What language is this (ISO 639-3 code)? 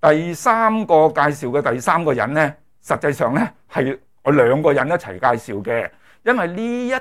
yue